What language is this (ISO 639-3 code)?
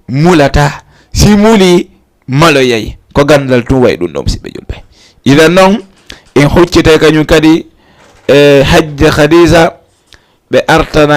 ful